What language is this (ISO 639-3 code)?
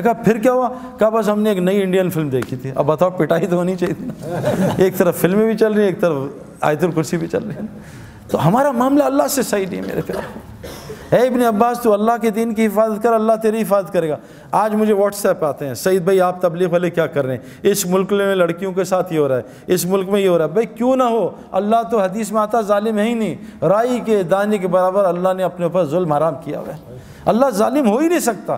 urd